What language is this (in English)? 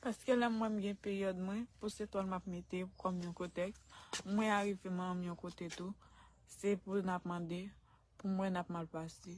Haitian Creole